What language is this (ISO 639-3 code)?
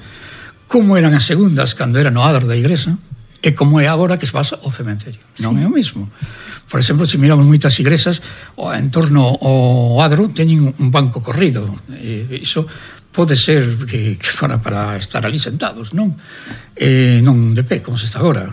glg